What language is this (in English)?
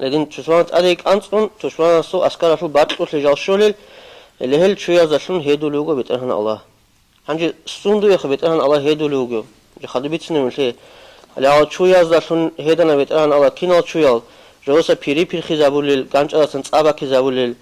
Avaric